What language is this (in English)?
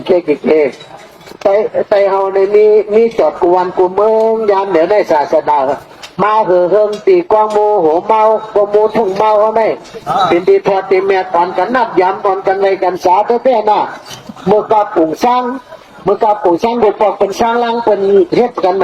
Shan